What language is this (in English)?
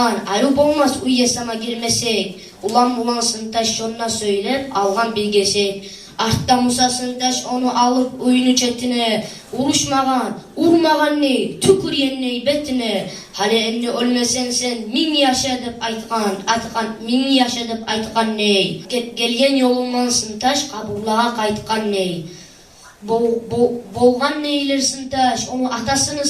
Kumyk